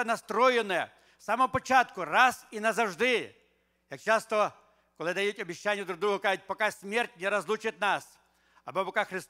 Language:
Ukrainian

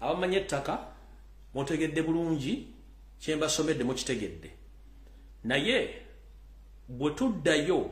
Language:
Ganda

